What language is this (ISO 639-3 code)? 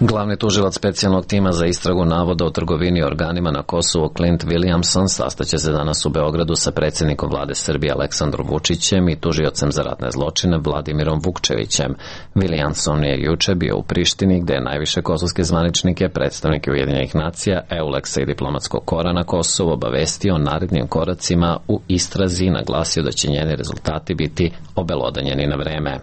srp